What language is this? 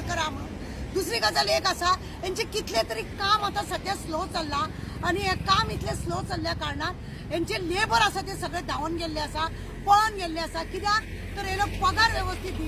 Konkani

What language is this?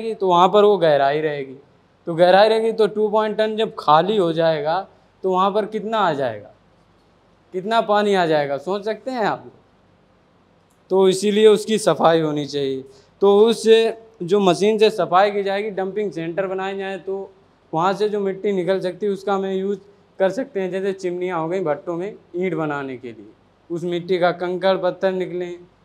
Hindi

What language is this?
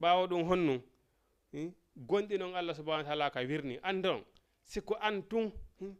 Fula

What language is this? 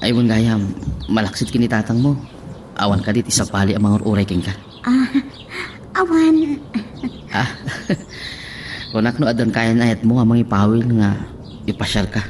Iloko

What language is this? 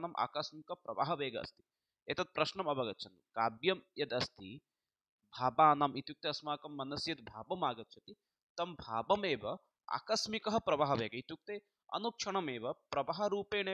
Sanskrit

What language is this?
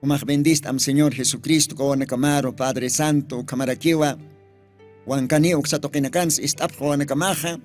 Aymara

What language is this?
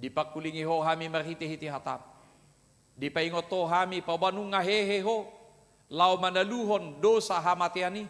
Batak Toba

